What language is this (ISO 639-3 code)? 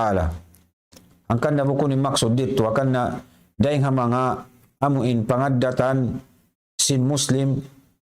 tsg